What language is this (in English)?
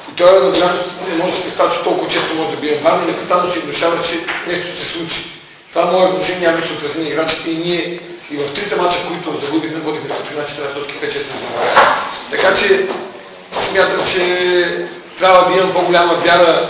Bulgarian